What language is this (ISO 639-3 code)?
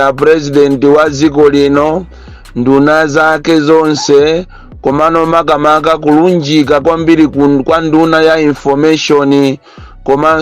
nya